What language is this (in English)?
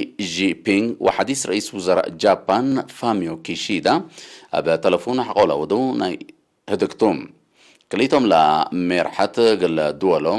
Tigre